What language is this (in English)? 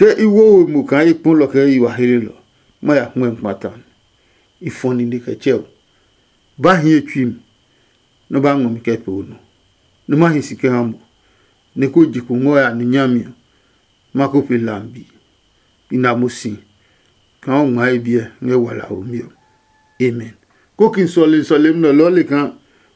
Adangme